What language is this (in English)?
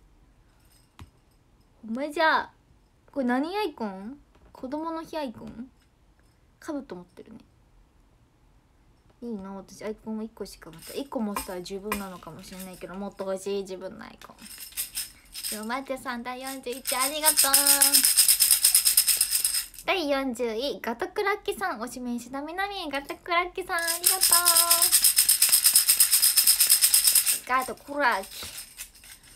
Japanese